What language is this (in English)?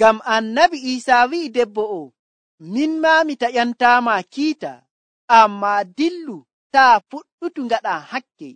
Nigerian Fulfulde